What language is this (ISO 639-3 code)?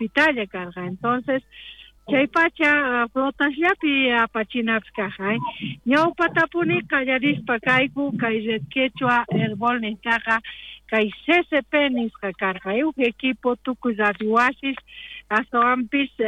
quh